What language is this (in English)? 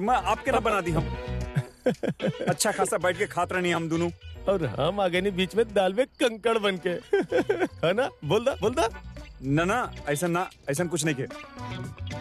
Bhojpuri